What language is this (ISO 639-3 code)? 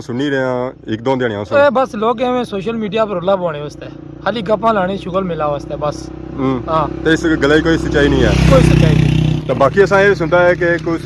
phr